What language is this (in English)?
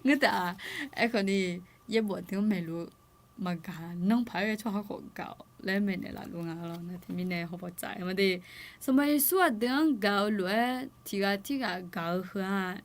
Akha